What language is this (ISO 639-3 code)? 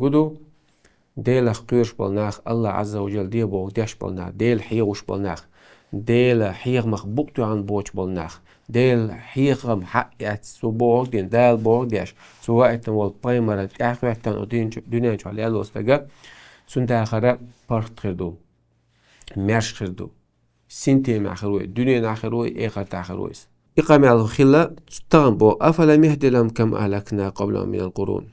che